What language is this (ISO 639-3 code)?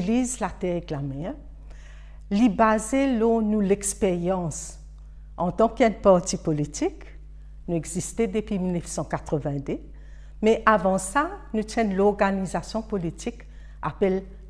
mfe